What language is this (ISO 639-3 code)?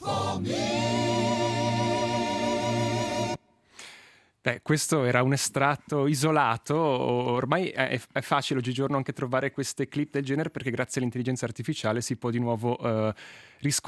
ita